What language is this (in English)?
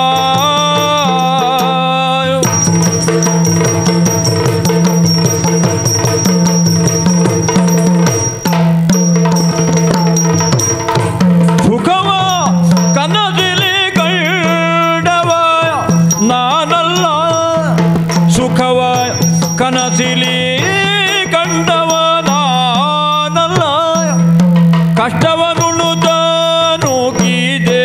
Kannada